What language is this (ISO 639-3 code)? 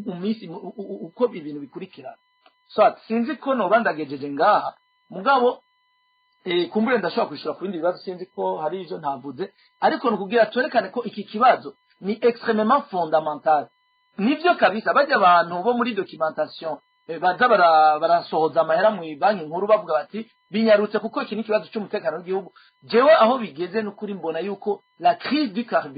run